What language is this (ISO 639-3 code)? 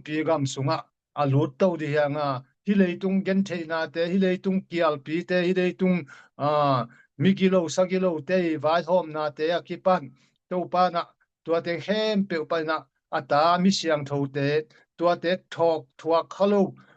ctd